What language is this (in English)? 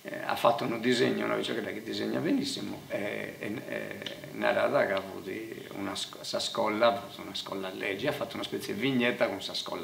Italian